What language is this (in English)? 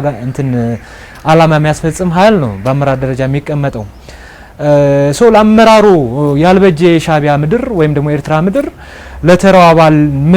Amharic